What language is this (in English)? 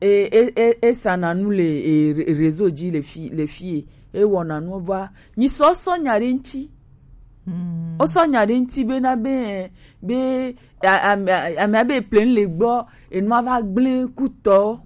Gen